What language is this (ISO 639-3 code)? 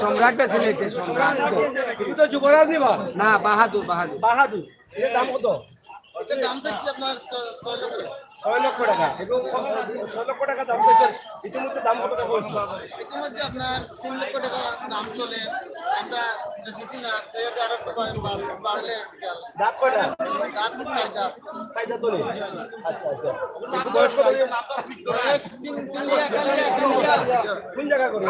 syl